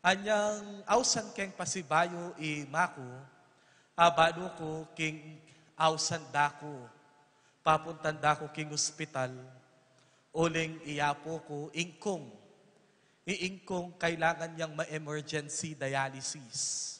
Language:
Pampanga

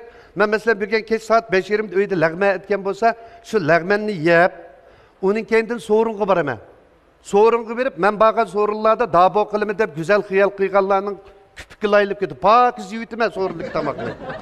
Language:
Uyghur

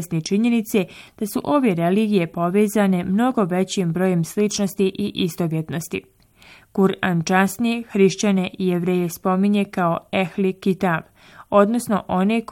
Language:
Bosnian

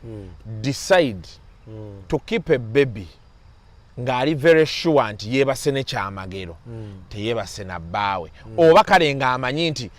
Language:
Ganda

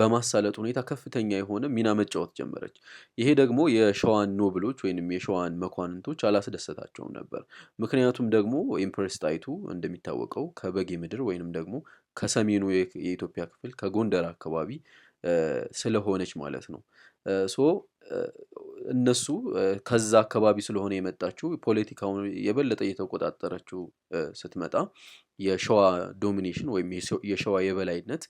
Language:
Amharic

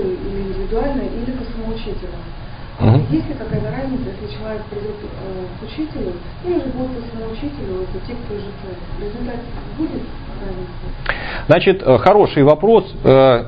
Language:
Russian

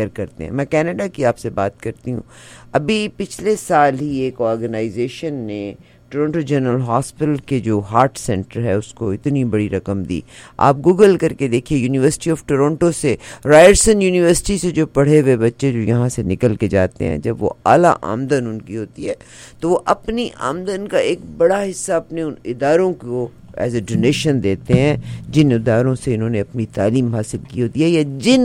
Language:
Urdu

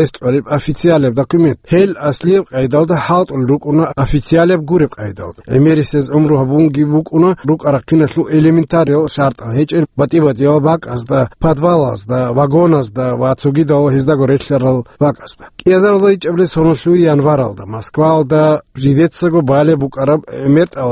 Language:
Avaric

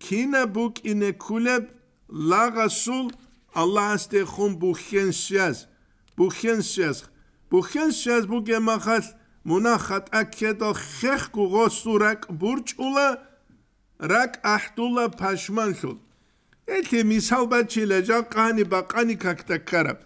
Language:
Avaric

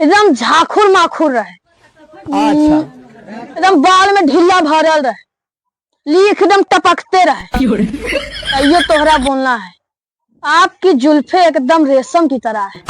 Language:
Magahi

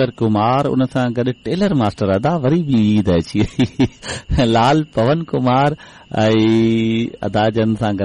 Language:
Sindhi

